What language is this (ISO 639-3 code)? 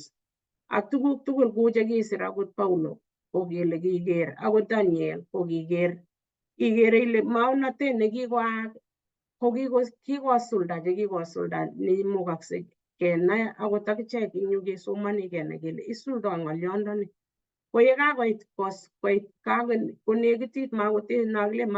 kln